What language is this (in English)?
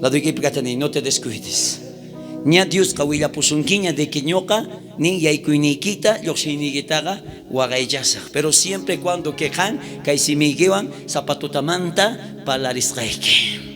South Bolivian Quechua